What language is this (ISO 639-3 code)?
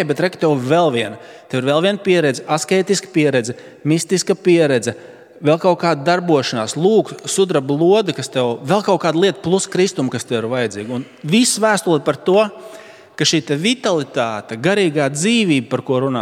lav